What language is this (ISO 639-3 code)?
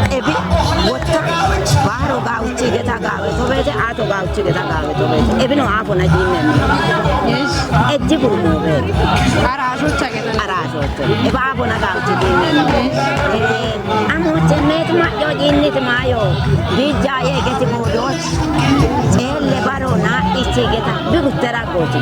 kbr